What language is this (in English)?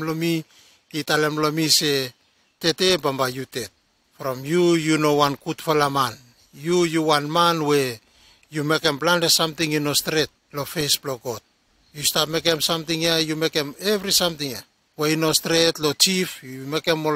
Bislama